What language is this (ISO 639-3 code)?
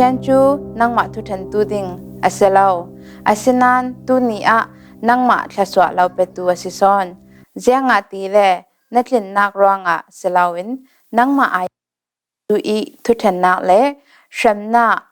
cfm